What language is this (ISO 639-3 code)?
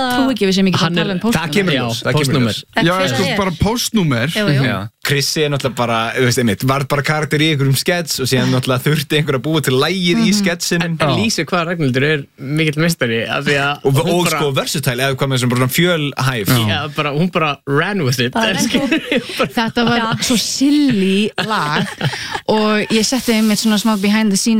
isl